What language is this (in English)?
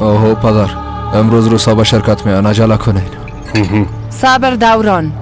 Persian